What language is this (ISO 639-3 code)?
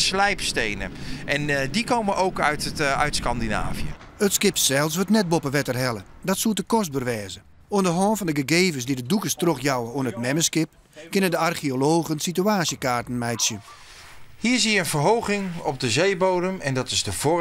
fry